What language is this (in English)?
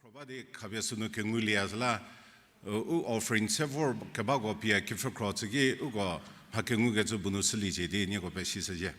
Angami Naga